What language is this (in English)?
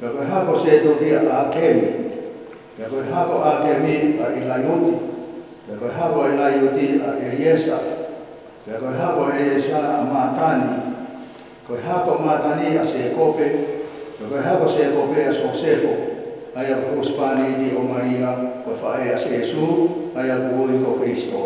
Tongan